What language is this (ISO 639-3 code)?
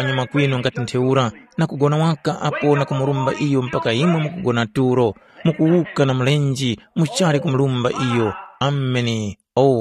tum